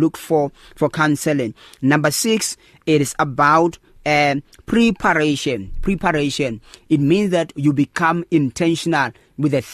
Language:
English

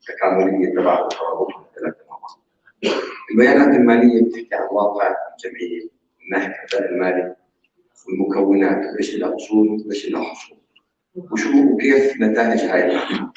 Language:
North Levantine Arabic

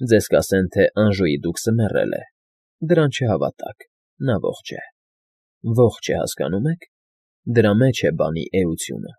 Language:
Armenian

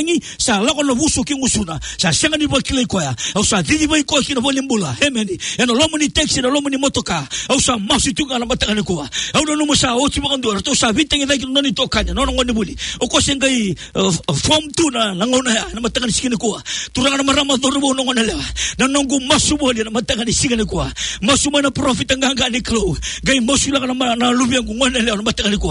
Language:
Fijian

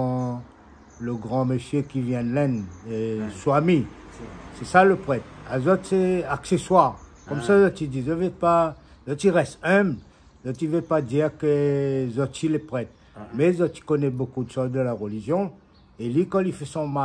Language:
Réunion Creole French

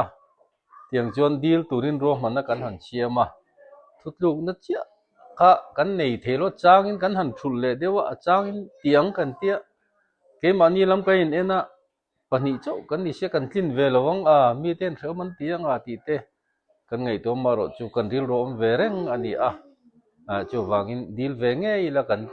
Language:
Mizo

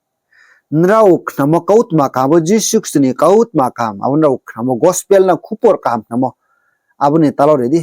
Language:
Riang (India)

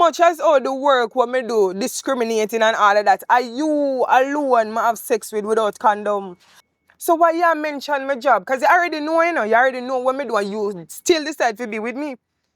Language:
Jamaican Creole English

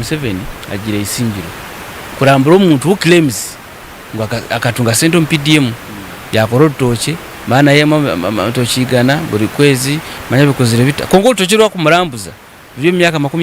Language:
Nyankole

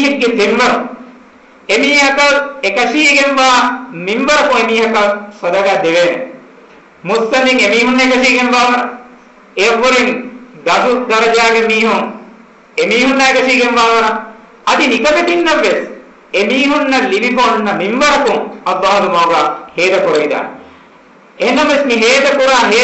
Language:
Divehi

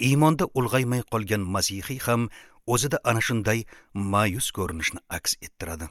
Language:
Uzbek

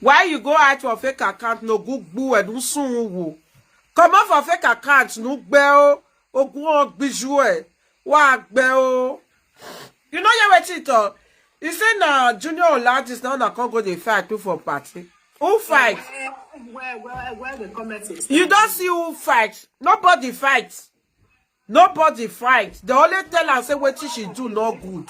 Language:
Nigerian Pidgin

